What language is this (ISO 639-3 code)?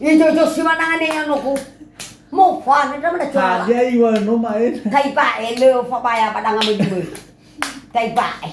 nia